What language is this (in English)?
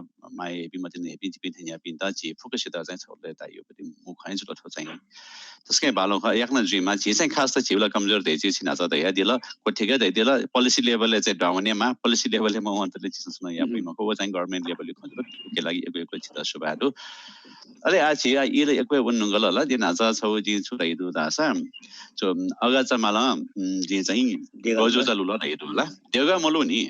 Newari